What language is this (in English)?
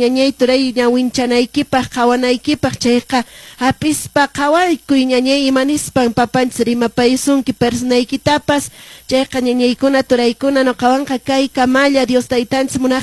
Quechua